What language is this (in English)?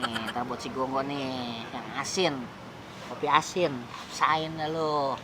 Betawi